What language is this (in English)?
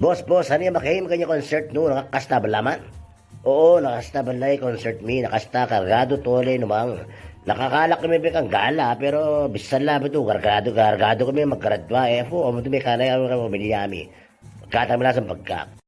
Itawit